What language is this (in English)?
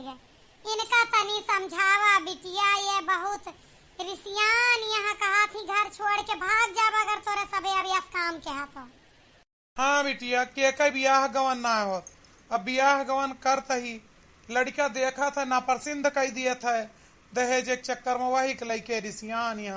Awadhi